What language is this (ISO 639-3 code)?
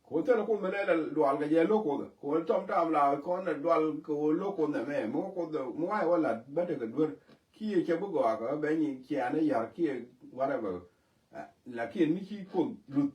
nus